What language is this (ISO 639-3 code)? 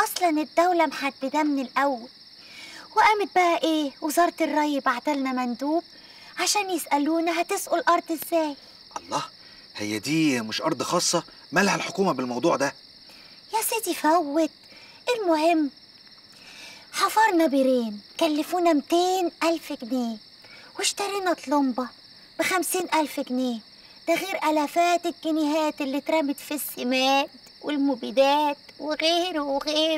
arz